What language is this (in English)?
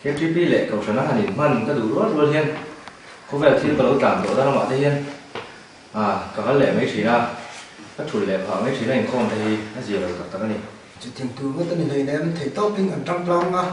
Mizo